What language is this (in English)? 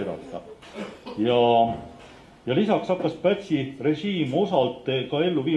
Estonian